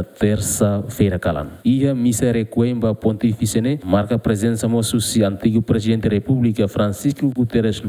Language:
Tetum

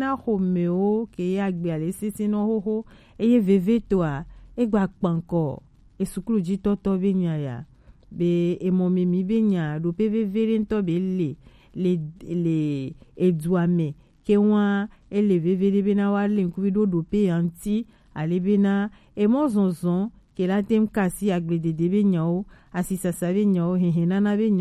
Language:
Gen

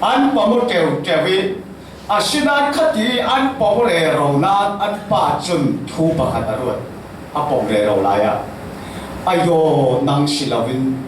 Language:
Falam Chin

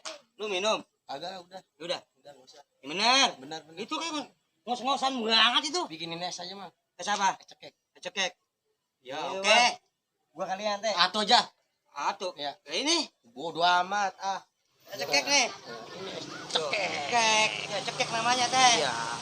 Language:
Betawi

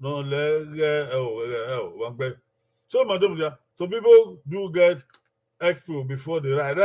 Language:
Bini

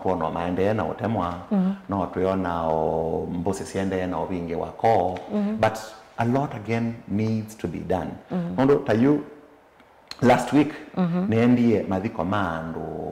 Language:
Kamba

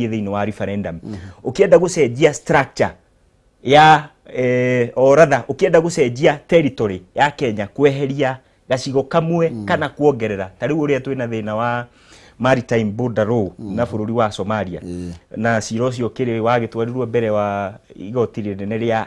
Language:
Kikuyu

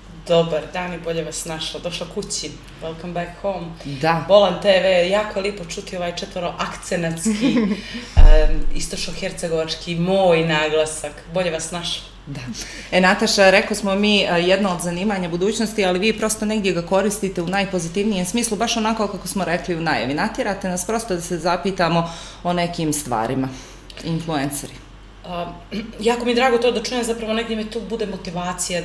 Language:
Serbian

